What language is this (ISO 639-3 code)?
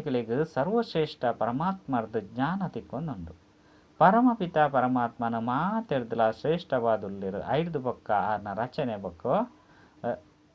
tcy